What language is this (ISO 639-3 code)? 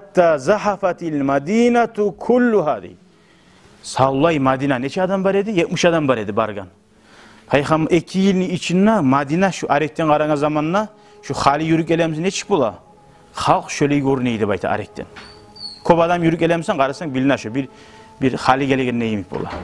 kum